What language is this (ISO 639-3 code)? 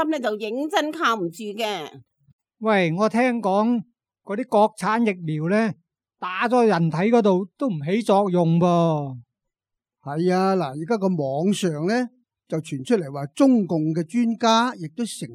yue